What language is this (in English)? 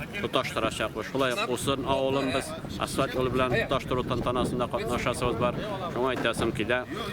Tatar